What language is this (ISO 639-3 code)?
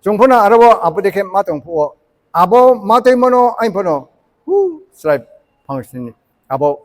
ria